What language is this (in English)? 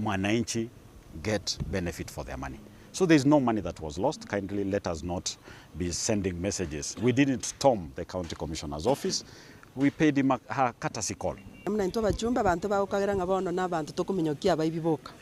Gusii